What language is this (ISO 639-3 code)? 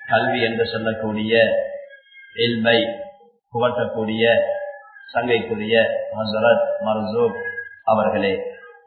tam